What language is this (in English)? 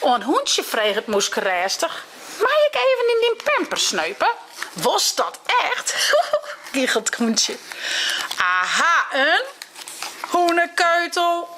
Western Frisian